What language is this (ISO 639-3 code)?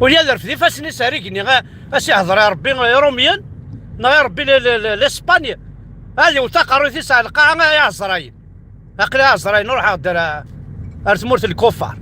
kab